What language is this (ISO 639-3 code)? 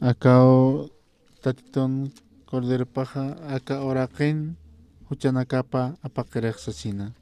aym